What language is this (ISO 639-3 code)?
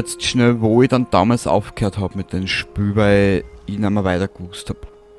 bar